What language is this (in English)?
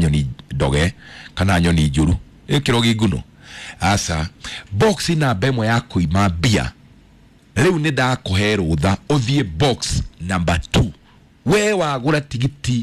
Kikuyu